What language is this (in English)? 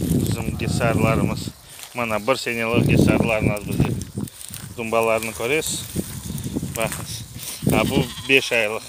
Crimean Tatar